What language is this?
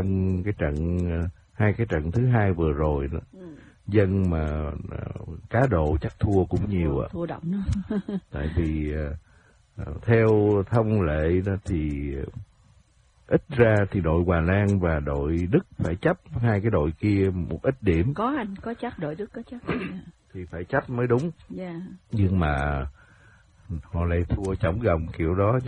Vietnamese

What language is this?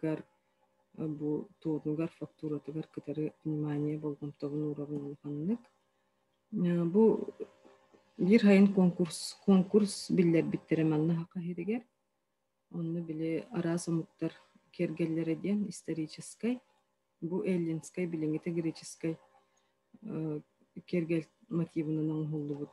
Yakut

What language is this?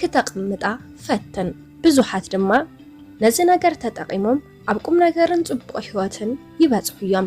Tigrinya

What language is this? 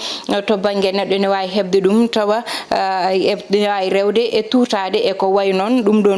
Fula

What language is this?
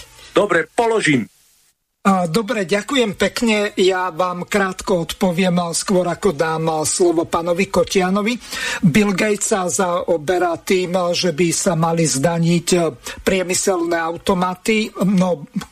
Slovak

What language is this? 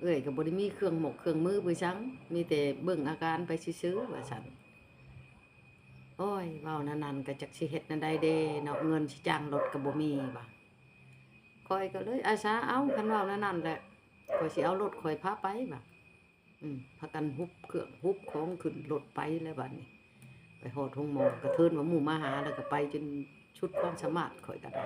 Lao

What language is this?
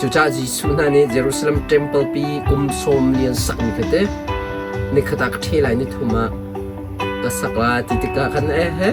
Hakha Chin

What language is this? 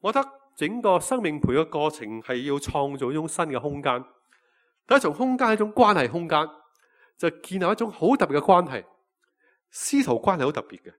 Cantonese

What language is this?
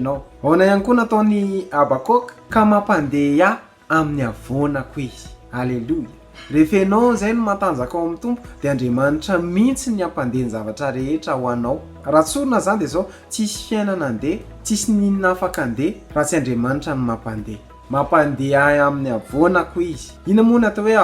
Malagasy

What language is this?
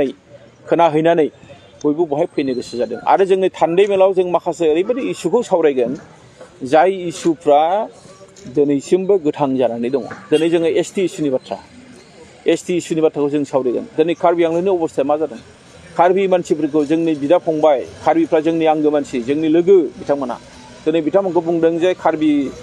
Bodo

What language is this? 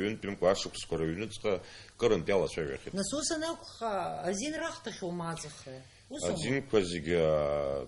Abkhazian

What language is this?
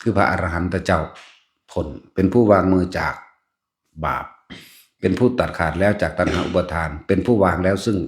Lao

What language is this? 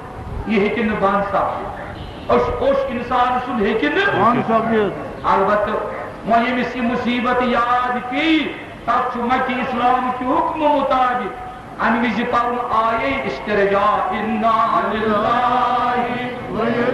Kashmiri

